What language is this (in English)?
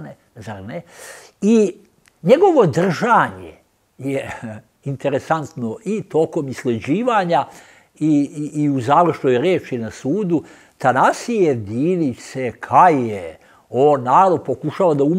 Serbian